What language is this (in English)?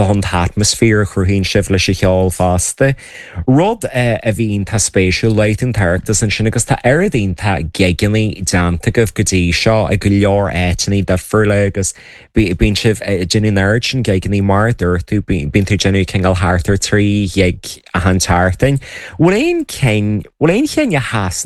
Irish